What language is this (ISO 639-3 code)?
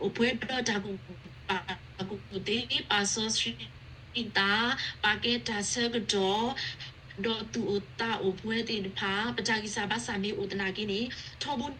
ksw